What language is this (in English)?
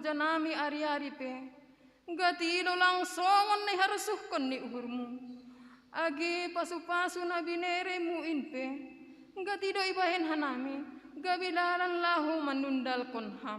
Batak Simalungun